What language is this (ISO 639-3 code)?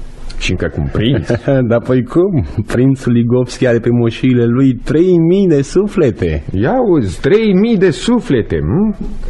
ron